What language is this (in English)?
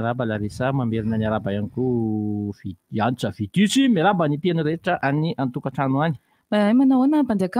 Malagasy